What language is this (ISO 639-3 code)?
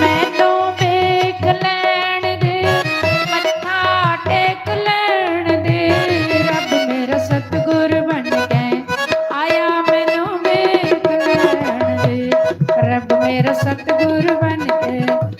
doi